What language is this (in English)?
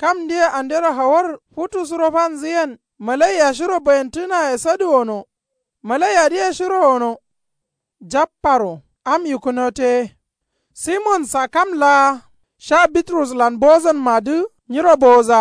Kanuri